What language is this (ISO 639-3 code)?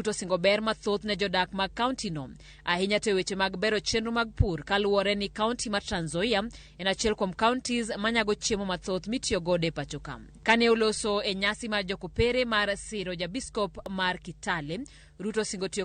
luo